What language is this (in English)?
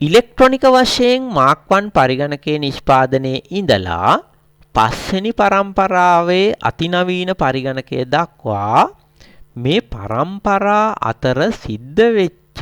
Sinhala